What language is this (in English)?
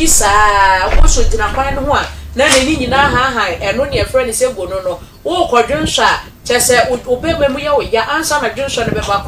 Akan